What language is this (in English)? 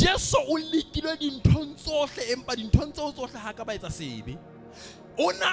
Southern Sotho